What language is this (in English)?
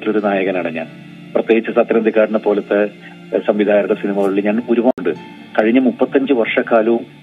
Malayalam